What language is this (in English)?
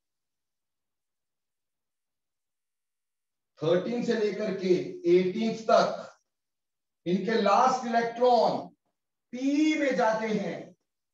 Hindi